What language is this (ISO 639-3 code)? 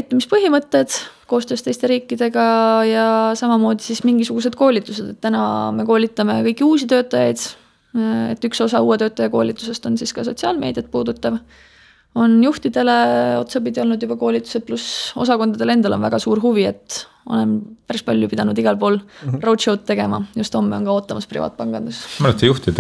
est